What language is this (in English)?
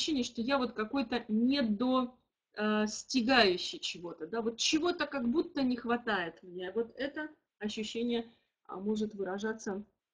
Russian